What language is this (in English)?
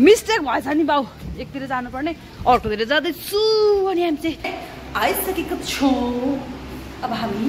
Nepali